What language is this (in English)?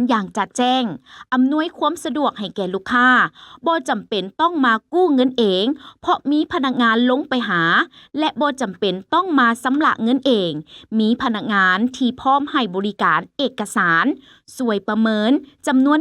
Lao